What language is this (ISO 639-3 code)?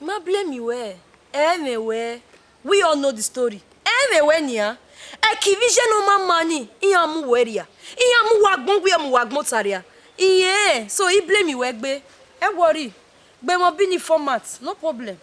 bin